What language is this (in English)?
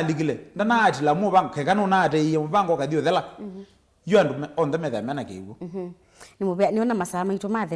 Kamba